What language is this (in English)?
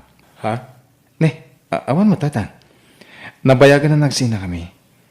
Iloko